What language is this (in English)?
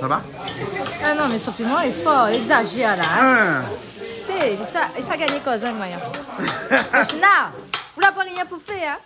Réunion Creole French